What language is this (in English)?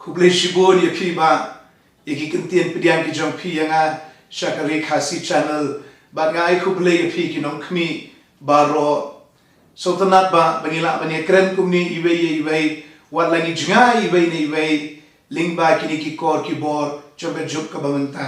Khasi